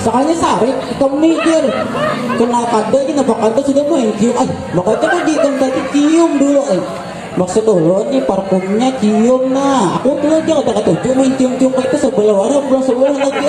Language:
Banjar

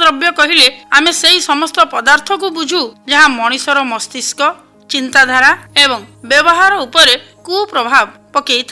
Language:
Odia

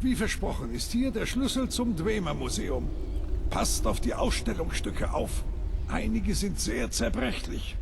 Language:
Bavarian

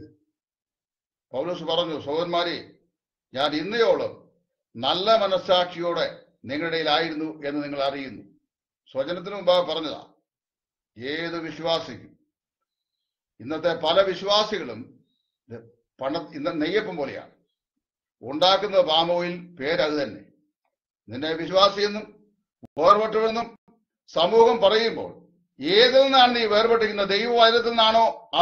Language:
Malayalam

